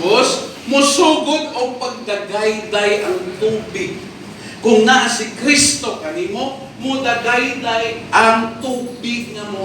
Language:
Cebuano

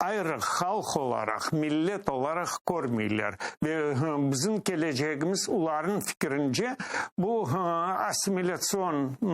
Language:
Crimean Tatar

